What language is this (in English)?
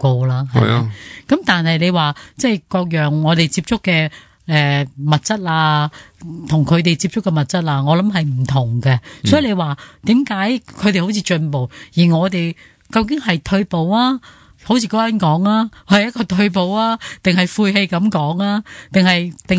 Cantonese